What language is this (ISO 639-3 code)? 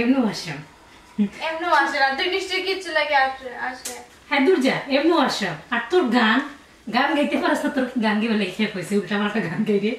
syl